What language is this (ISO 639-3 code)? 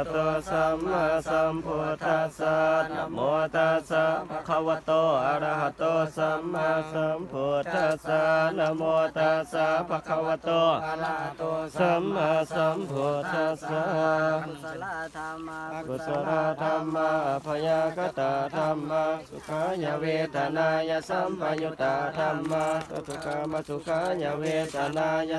pli